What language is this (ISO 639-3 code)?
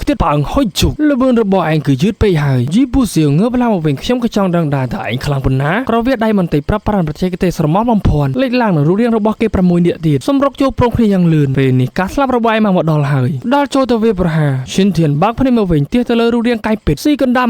khm